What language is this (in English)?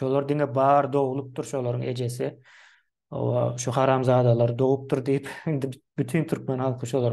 Turkmen